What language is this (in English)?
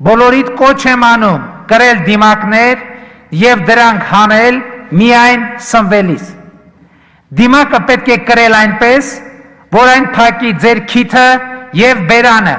Armenian